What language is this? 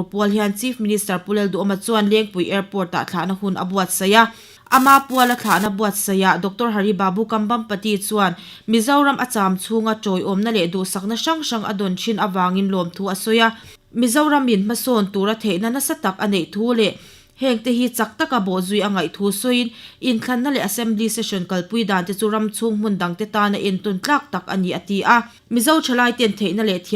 Mizo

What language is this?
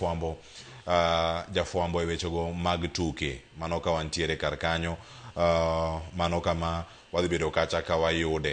Luo (Kenya and Tanzania)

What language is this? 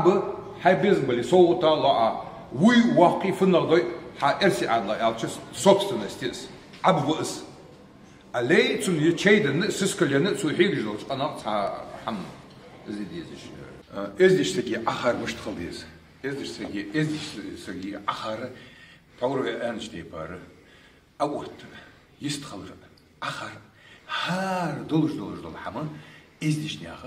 Ingush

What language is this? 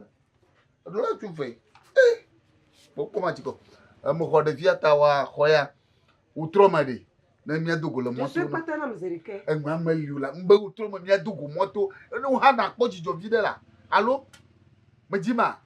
Ewe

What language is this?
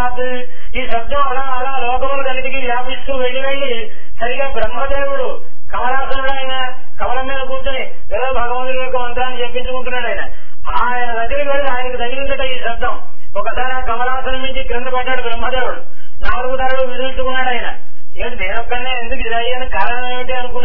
Telugu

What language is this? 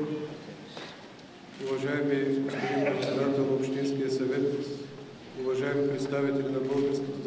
Bulgarian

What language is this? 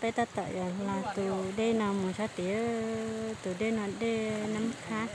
Hmong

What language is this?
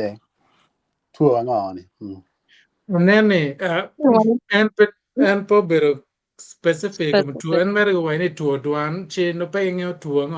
Acoli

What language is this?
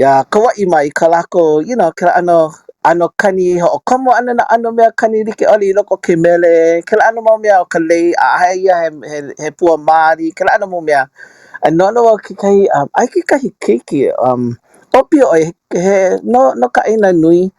Hawaiian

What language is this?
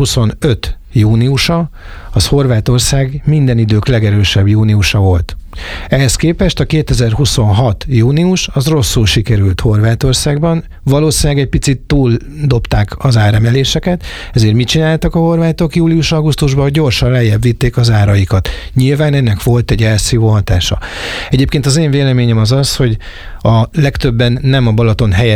Hungarian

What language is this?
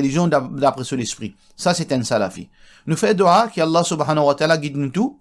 Morisyen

